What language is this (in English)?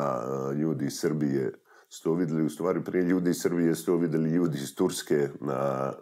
Serbian